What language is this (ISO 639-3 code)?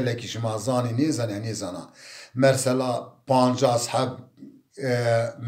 zza